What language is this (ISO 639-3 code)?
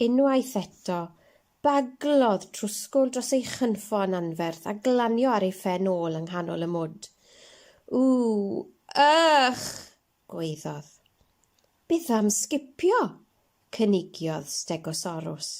cym